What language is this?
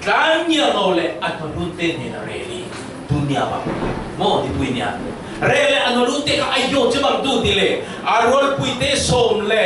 Falam Chin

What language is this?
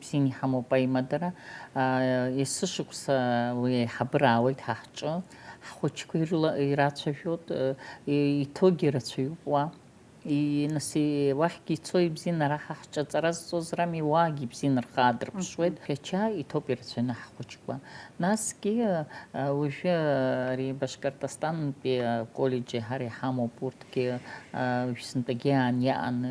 Abkhazian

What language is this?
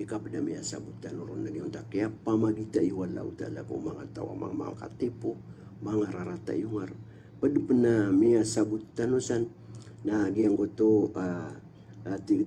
Maranao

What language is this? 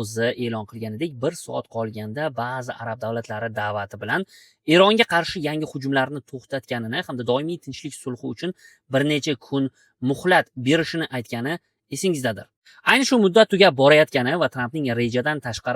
Uzbek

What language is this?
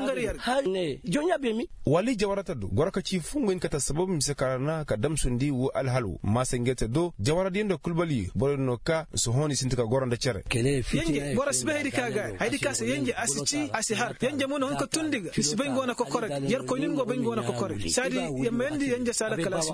Koyraboro Senni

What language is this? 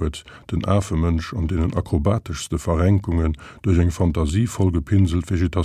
Luxembourgish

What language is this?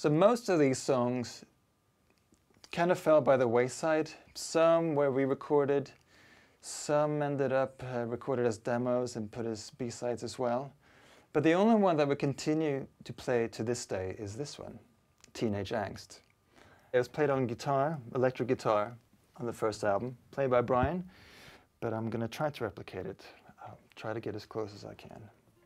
English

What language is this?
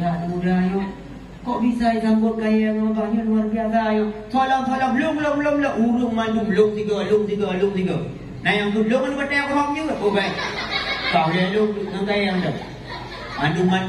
Achinese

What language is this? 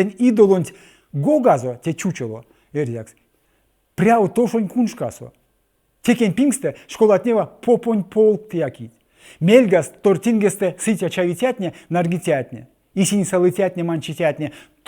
Erzya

